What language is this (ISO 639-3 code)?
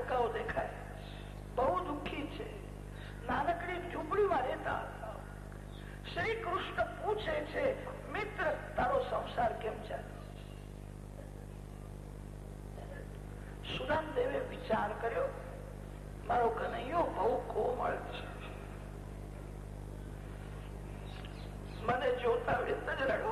guj